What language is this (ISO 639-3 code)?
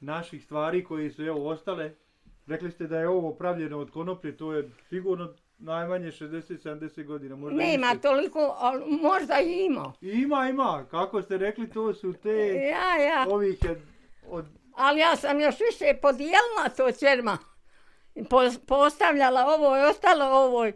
bos